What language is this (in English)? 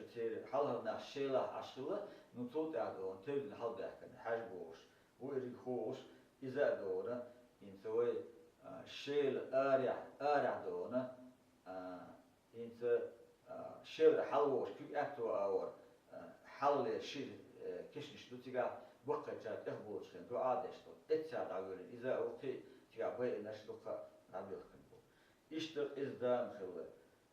Chechen